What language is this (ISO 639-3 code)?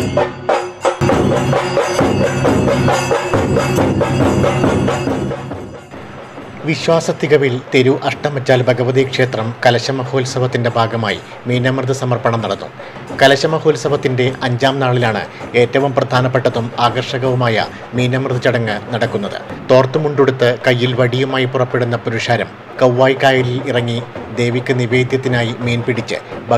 mal